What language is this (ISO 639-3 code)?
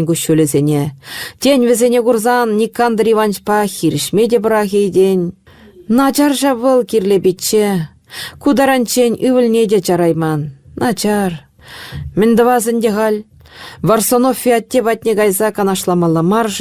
chv